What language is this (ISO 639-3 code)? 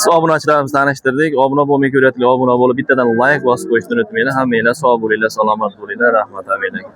uzb